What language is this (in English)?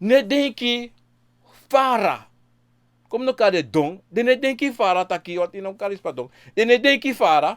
Sranan Tongo